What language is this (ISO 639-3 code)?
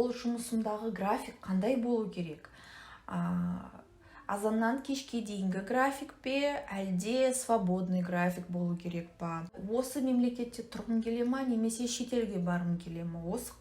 kaz